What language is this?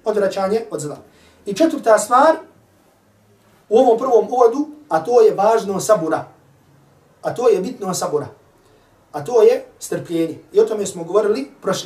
Bosnian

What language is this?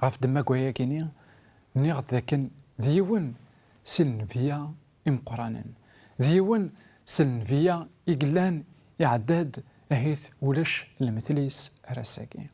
Kabyle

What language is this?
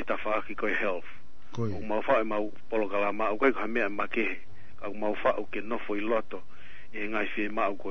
Tongan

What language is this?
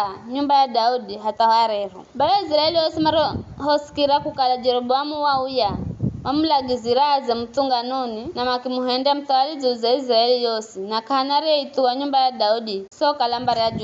Giryama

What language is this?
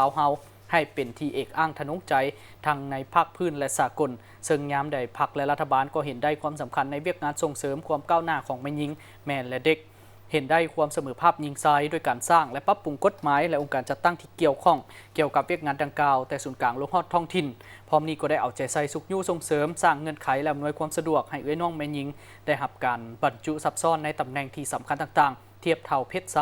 Lao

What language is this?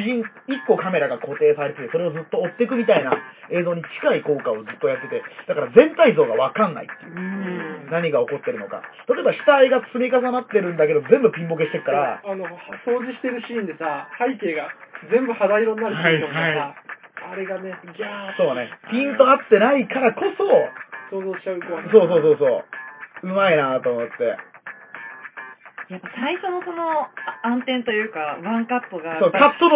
Japanese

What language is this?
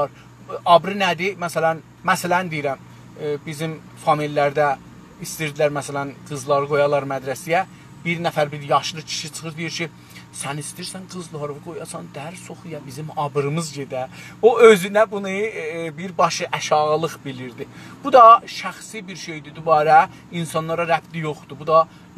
South Azerbaijani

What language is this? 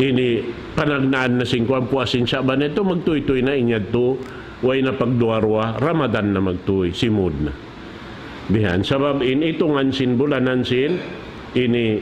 Tausug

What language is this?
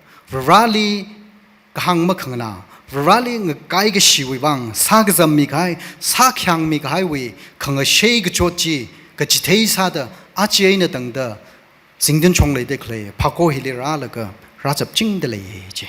Tangkhul Naga (India)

